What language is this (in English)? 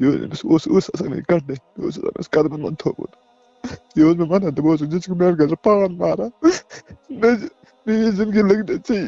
Kashmiri